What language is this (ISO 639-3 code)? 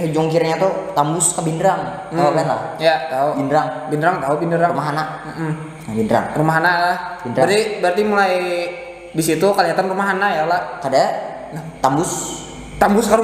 bjn